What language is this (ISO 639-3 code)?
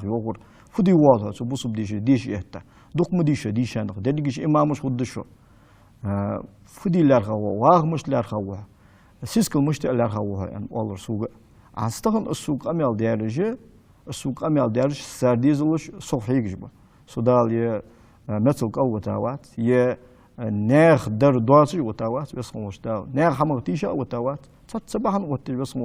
inh